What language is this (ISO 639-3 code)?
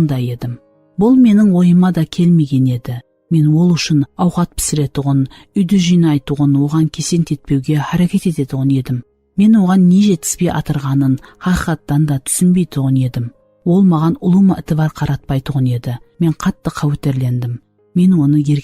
kaa